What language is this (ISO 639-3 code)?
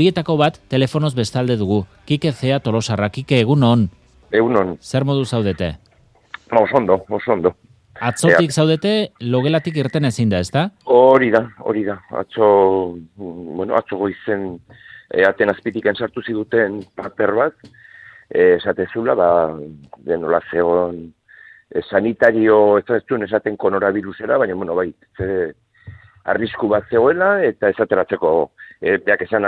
eus